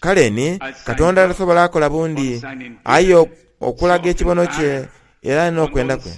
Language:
Soga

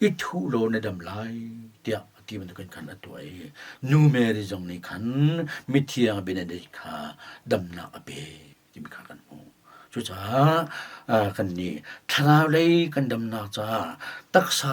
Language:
Hakha Chin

